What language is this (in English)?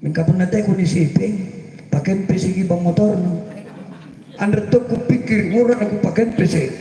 Makasar